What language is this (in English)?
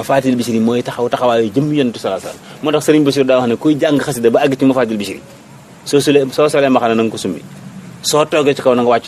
Wolof